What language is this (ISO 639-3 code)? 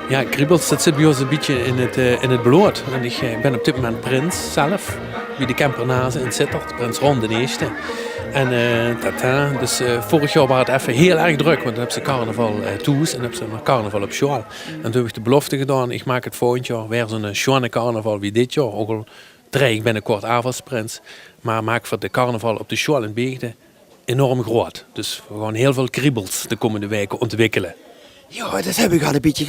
lim